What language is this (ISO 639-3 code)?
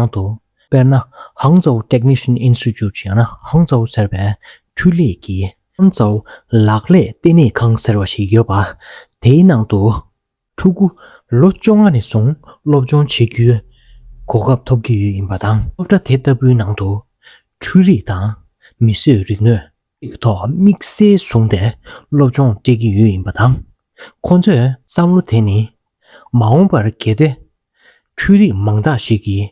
bod